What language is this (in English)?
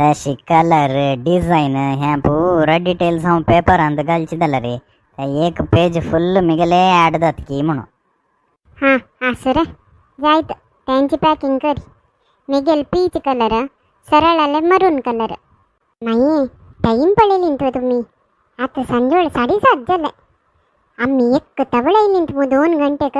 Konkani